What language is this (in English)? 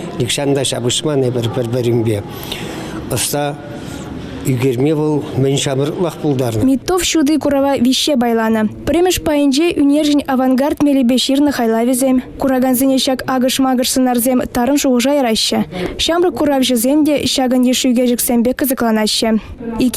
Chuvash